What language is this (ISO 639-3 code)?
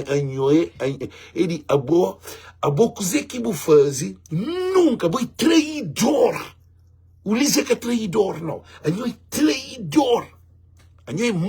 kea